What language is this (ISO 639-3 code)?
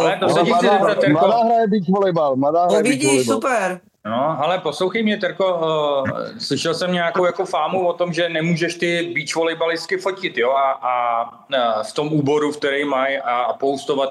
ces